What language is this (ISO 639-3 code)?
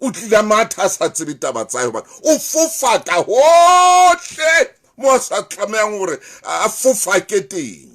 sot